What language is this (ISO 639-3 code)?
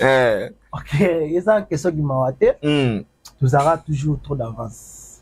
lin